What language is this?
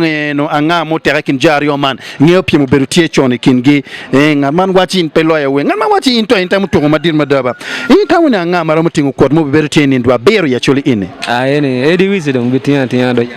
Acoli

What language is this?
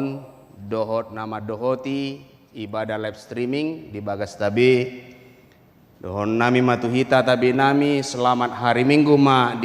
Batak Toba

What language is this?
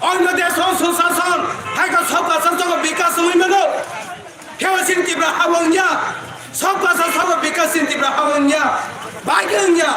Kok Borok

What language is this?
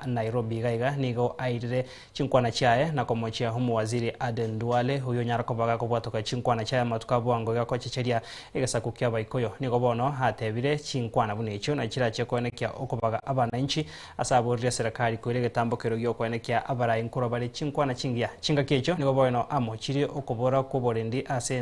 Gusii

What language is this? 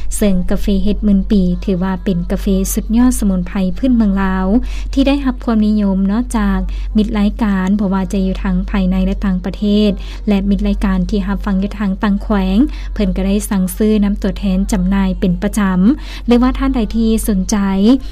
Lao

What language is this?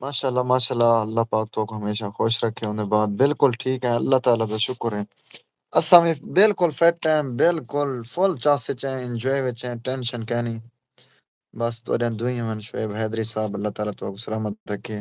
Saraiki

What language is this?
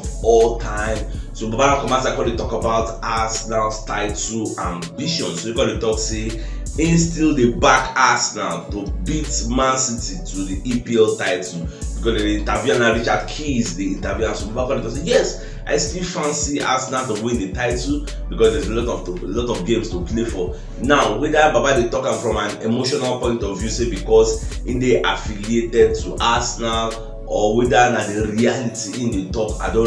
Nigerian Pidgin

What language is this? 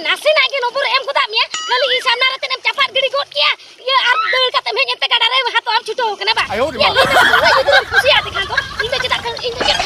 Santali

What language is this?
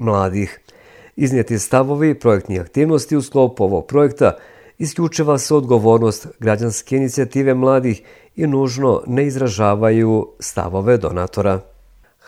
Bosnian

